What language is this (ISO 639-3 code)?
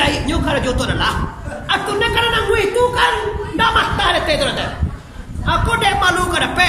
min